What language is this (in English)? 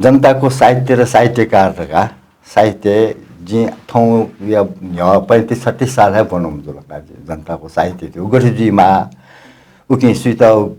Newari